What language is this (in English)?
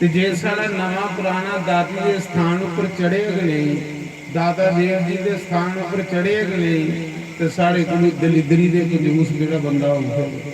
Dogri